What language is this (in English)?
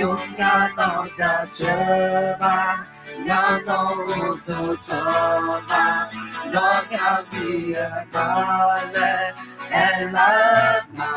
Akha